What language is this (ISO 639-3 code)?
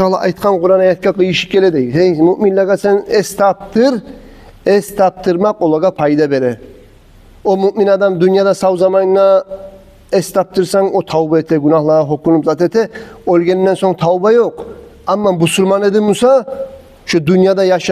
kum